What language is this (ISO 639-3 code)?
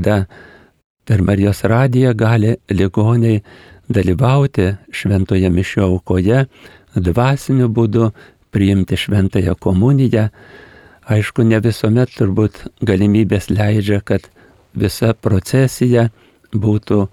lit